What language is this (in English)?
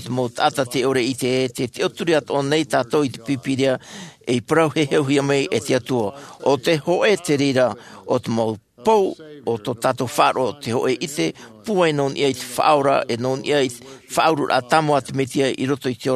Tahitian